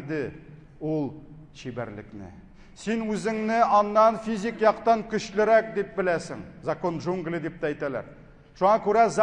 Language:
Tatar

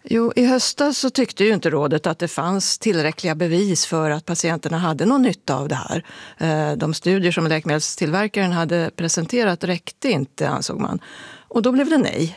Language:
Swedish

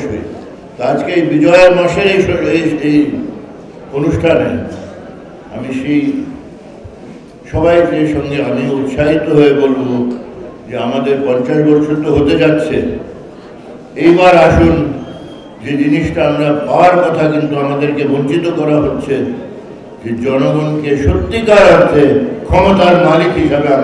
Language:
Bangla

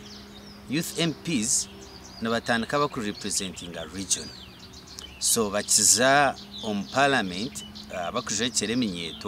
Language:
Nyankole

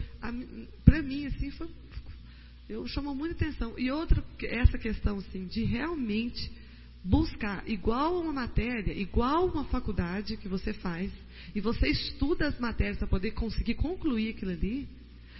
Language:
Portuguese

